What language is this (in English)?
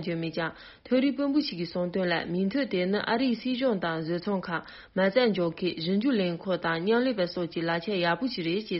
Tibetan